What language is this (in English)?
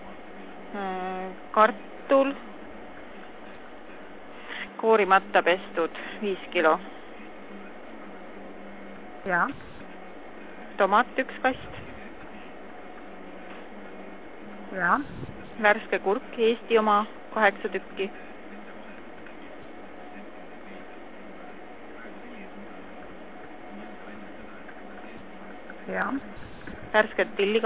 Estonian